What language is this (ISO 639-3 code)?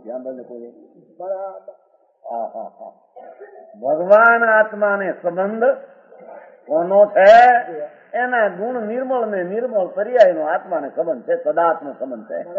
guj